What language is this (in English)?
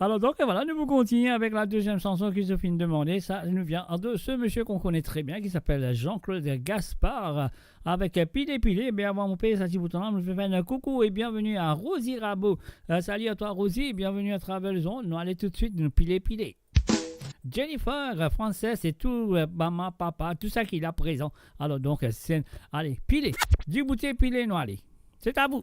Morisyen